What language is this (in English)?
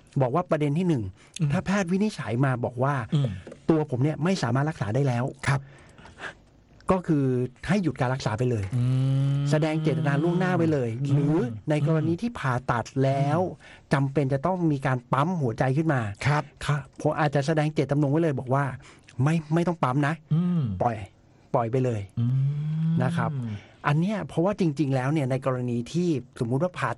Thai